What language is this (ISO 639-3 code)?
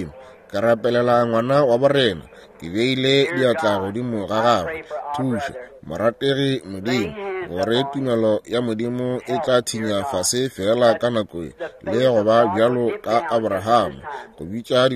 nso